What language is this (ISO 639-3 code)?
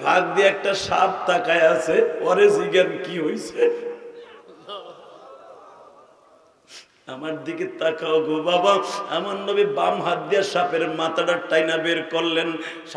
ben